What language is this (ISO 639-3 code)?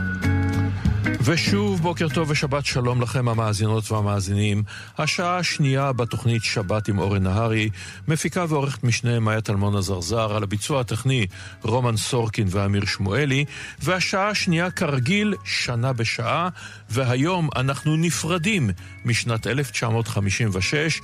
heb